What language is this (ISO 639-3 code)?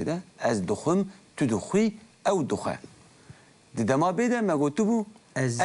kur